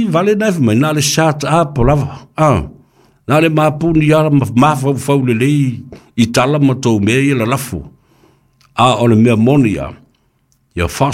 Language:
Samoan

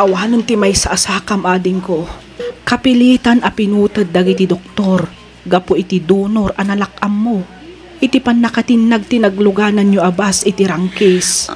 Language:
Iloko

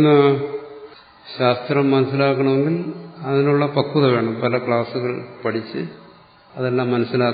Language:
Malayalam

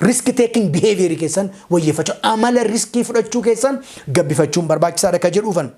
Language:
Oromo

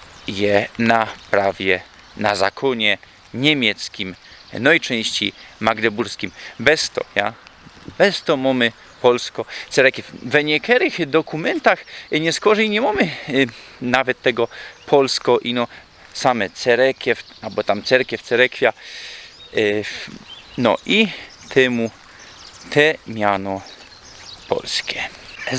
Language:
Silesian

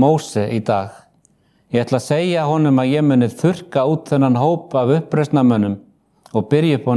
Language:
Icelandic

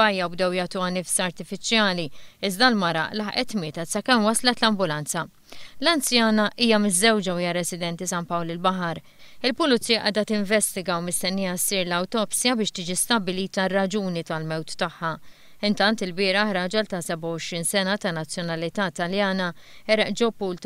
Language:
Maltese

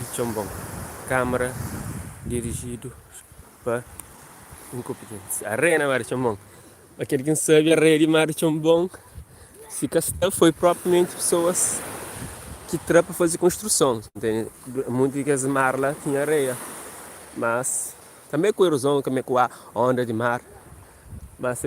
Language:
Kabuverdianu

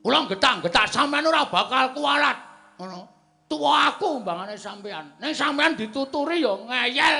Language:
Javanese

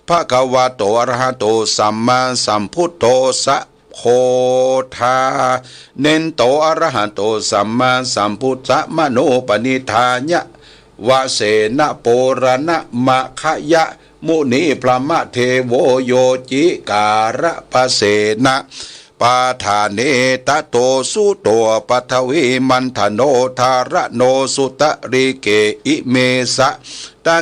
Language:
Pali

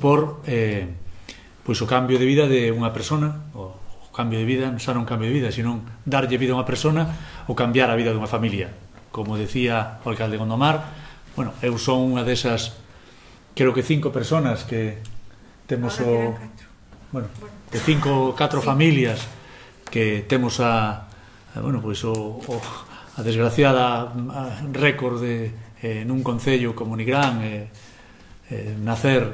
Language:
Galician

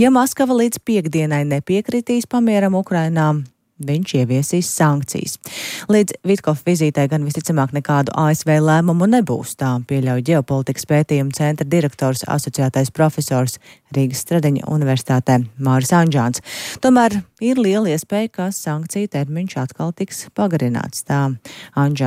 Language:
Latvian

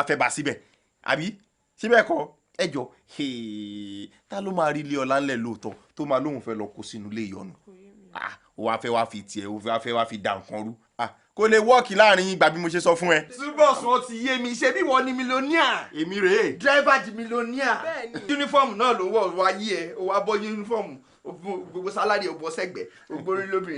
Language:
Yoruba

